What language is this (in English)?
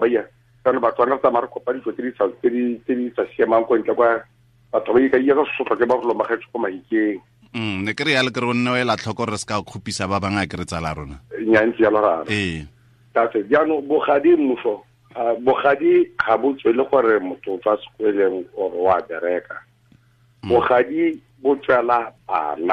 Tswana